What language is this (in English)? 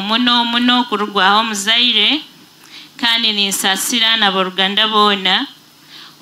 Nyoro